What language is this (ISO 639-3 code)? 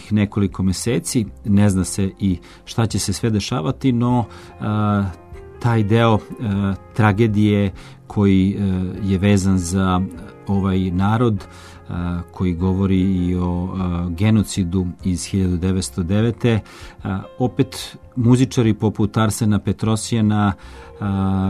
srp